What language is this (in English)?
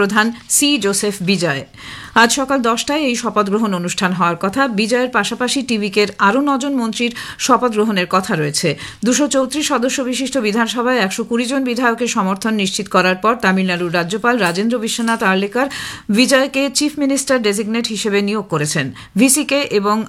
Bangla